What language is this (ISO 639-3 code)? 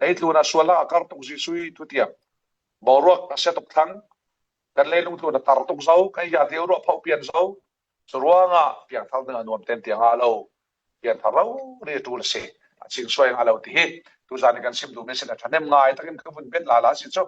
cfm